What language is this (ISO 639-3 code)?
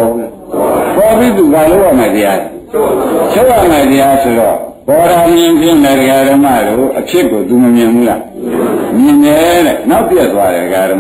mya